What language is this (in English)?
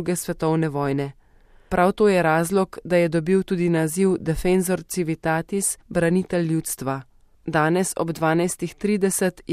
Slovenian